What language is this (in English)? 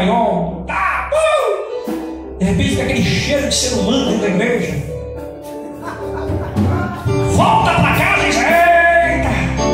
Portuguese